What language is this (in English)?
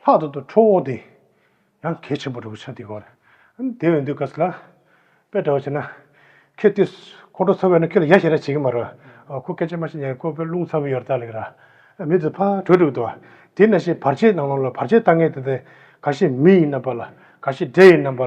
Tibetan